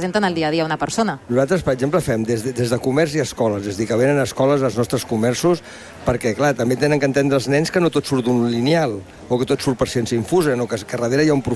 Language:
Catalan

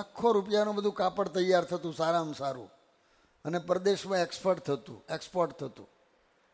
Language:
Gujarati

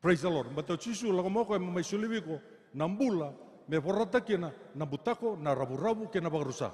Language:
Fijian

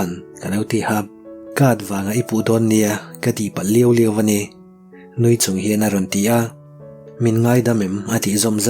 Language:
Mizo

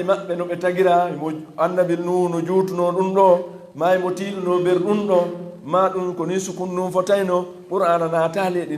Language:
Fula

